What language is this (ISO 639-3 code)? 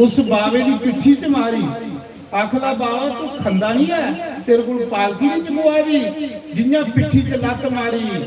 doi